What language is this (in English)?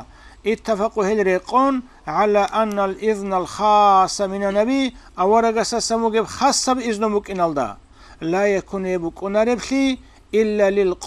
Avaric